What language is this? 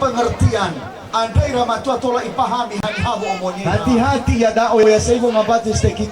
Nias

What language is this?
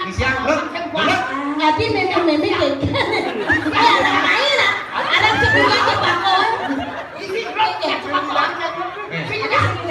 Balinese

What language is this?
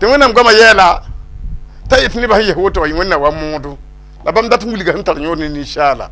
Mossi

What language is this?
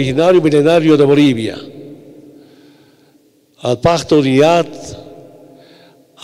Spanish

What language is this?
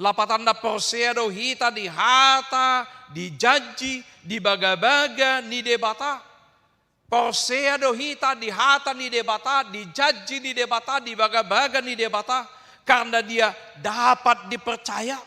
Batak Toba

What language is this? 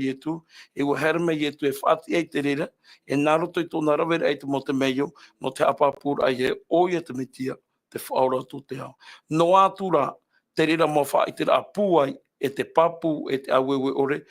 Tahitian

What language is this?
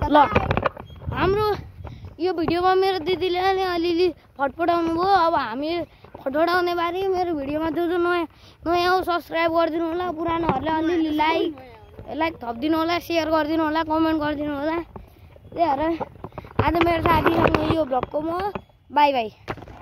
Nepali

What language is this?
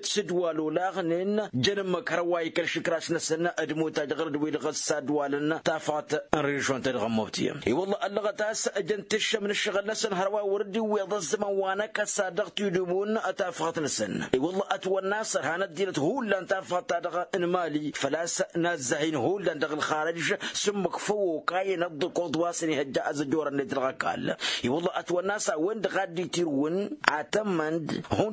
Tamasheq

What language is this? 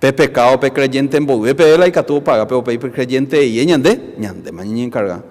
Guarani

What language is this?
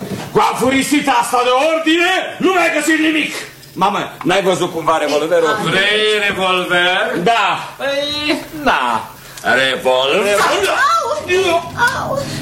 Romanian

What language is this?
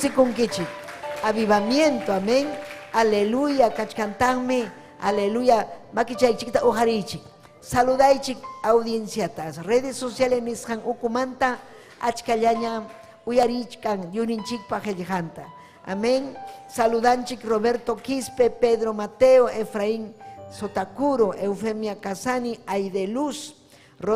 Ayacucho Quechua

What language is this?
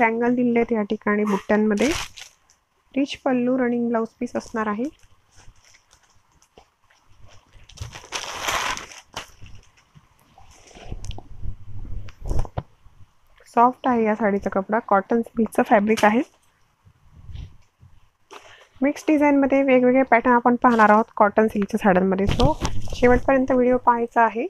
Marathi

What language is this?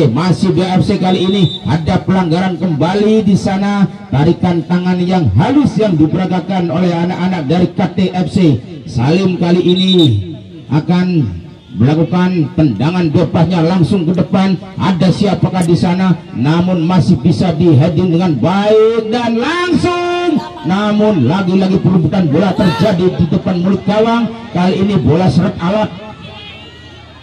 Indonesian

